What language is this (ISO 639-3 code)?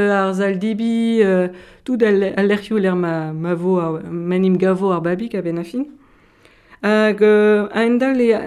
bre